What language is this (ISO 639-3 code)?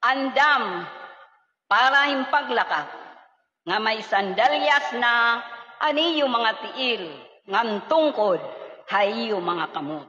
war